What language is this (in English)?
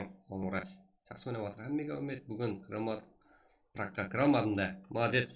Kara-Kalpak